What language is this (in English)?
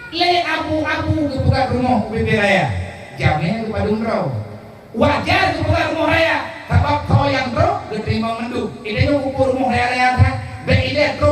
Achinese